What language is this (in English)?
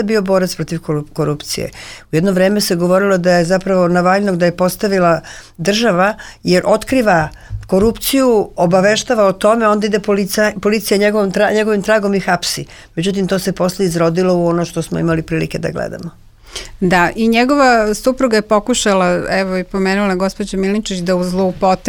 Serbian